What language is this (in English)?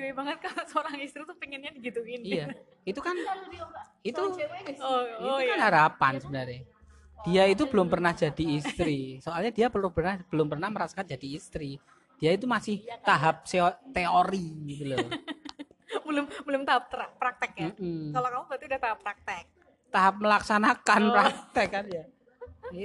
Indonesian